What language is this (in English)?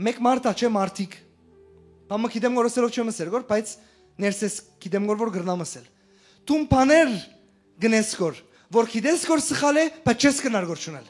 Western Armenian